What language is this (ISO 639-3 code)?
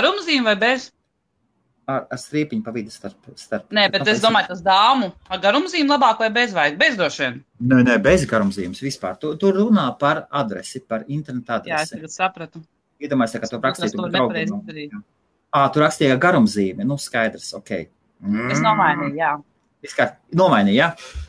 lav